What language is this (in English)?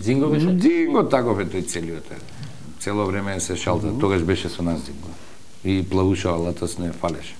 Macedonian